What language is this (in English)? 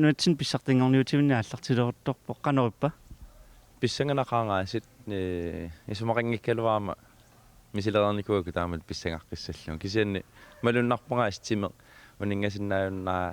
Kalaallisut